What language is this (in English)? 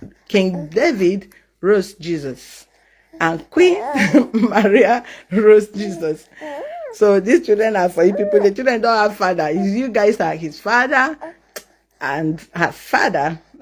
Nigerian Pidgin